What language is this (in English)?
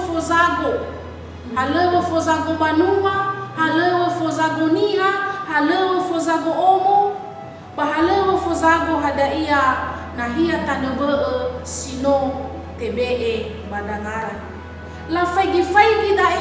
Nias